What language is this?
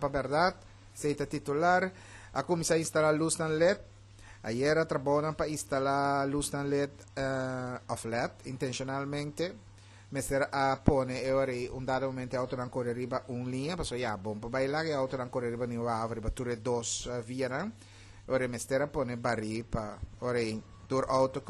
Papiamento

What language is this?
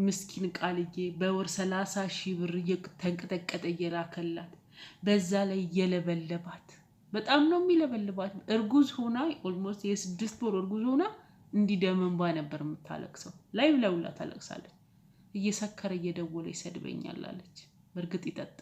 Amharic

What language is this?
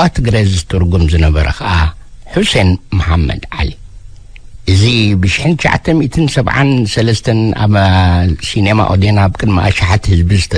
Tigrinya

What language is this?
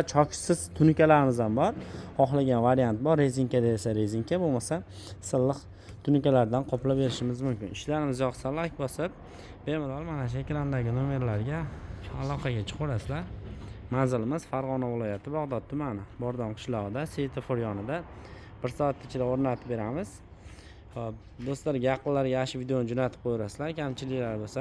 Uzbek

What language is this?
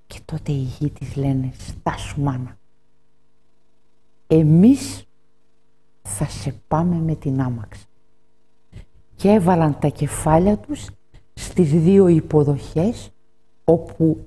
Greek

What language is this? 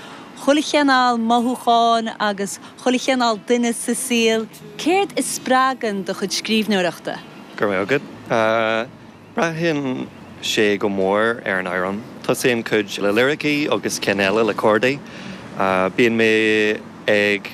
Irish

